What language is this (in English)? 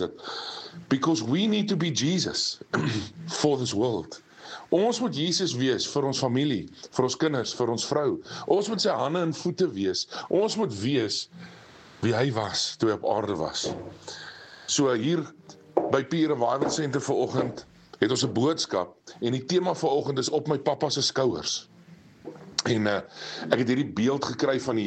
Afrikaans